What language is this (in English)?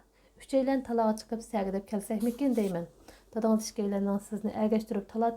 Uyghur